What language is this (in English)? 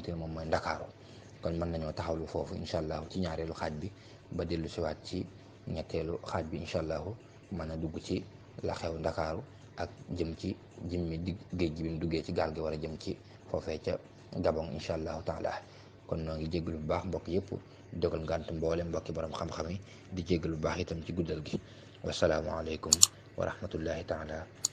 Wolof